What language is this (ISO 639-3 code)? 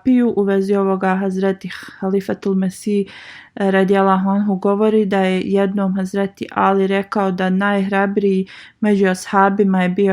bos